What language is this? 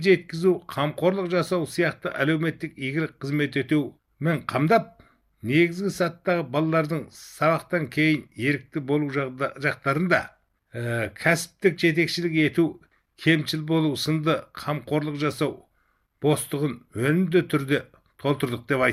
Kazakh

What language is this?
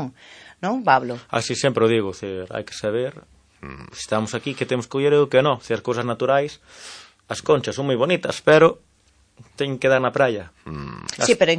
Galician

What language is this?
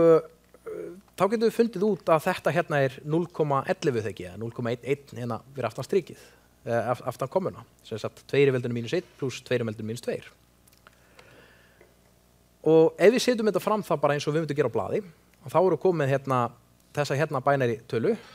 Icelandic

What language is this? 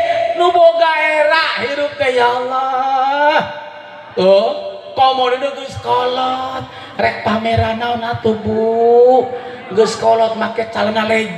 Sundanese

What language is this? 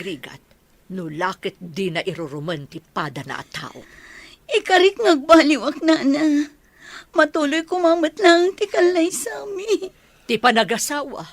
Iloko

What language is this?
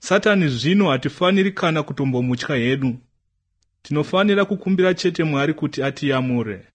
Shona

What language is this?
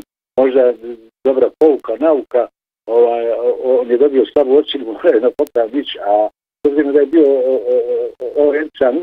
Bosnian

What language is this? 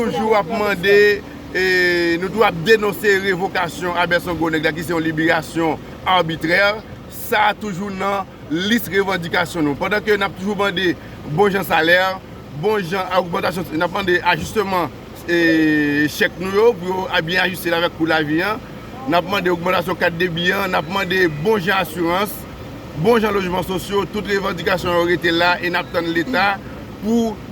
Haitian Creole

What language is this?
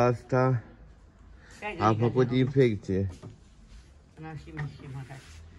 Romanian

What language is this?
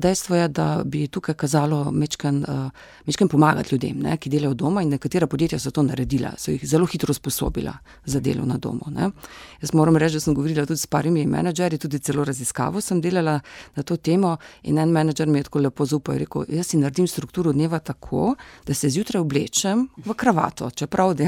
Slovenian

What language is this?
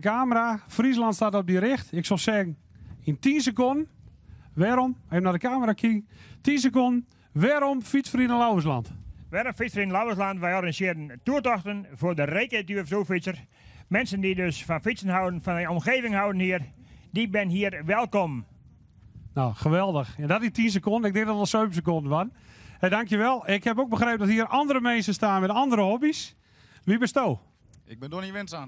Western Frisian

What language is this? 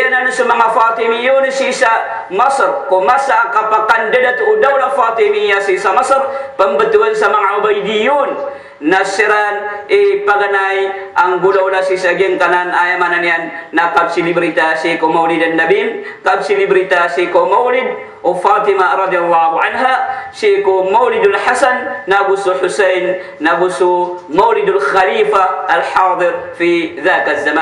Maranao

